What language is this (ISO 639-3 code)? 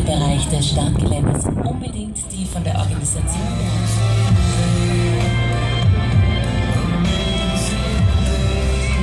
deu